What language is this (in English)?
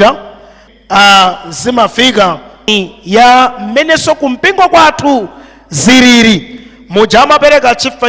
Nyanja